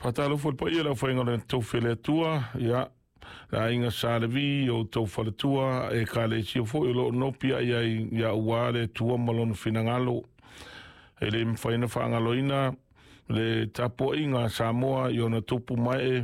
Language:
Samoan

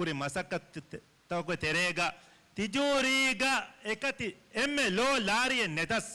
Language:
Divehi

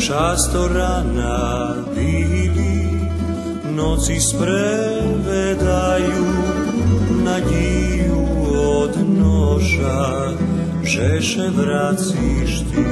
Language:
Rusyn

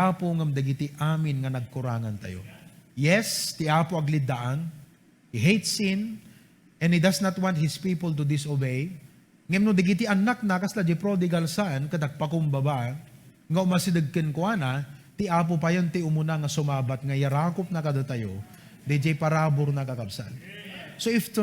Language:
Iloko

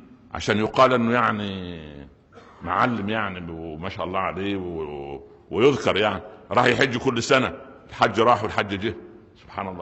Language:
Egyptian Arabic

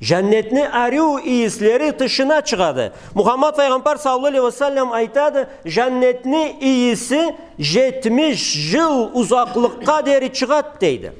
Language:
Karachay-Balkar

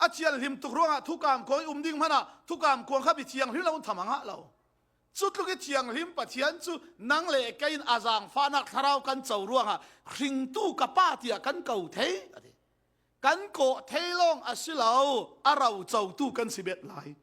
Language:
Falam Chin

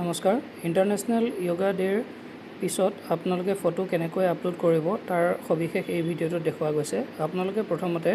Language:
Assamese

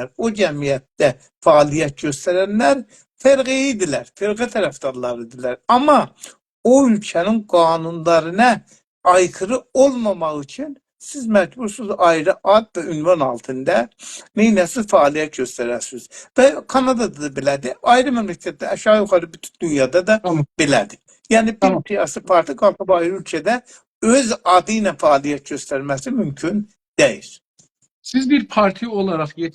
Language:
South Azerbaijani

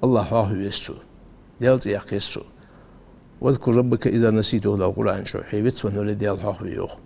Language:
Ingush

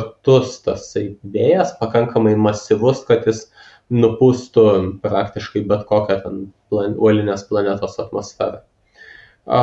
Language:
Lithuanian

